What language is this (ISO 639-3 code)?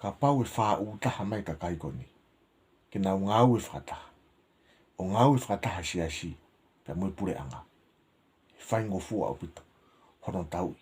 ton